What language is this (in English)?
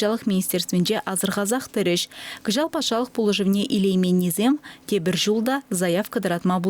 Chuvash